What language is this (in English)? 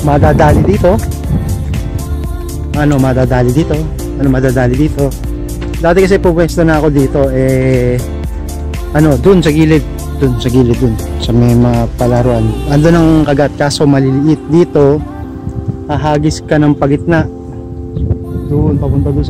Filipino